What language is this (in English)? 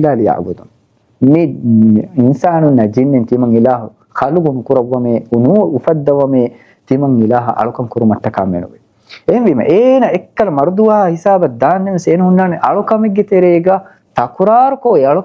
Divehi